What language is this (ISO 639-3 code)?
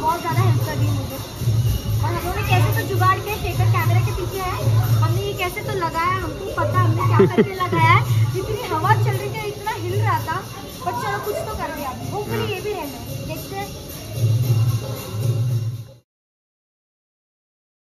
hin